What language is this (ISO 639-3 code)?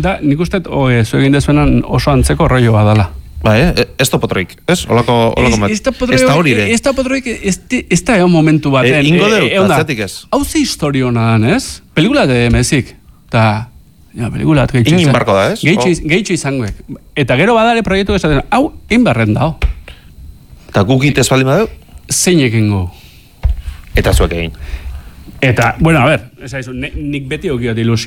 eus